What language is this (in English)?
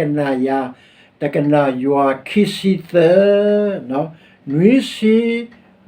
S'gaw Karen